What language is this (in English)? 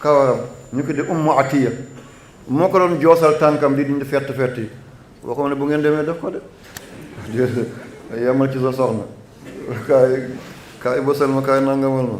Wolof